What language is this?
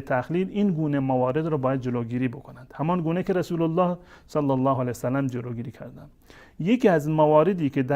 Persian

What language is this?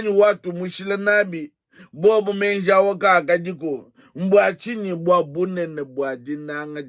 Luba-Lulua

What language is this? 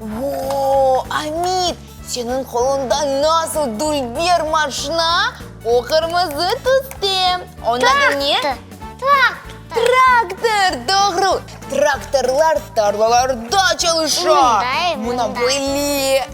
Crimean Tatar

